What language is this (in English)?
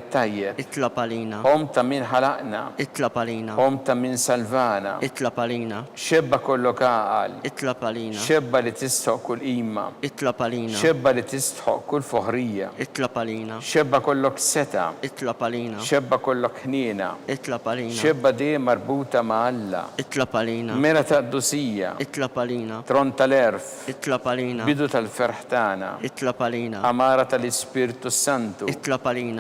Maltese